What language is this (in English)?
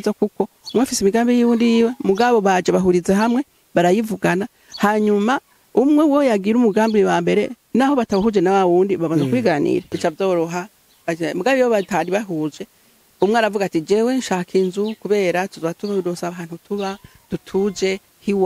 Rundi